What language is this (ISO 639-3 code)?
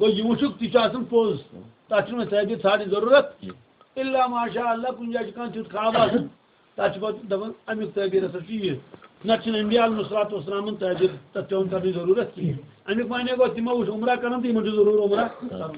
kas